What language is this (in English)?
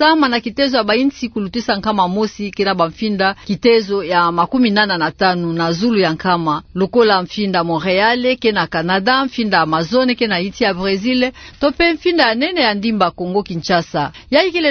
Kituba (Democratic Republic of Congo)